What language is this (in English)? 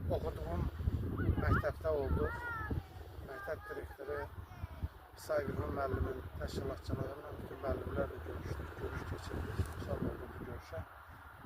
Azerbaijani